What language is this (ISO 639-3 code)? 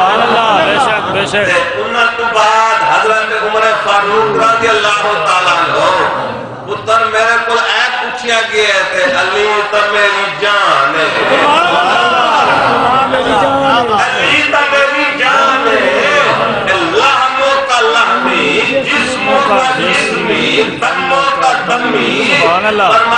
skr